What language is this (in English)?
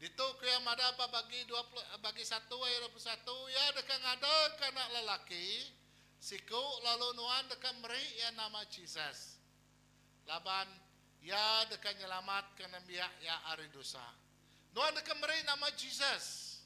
Iban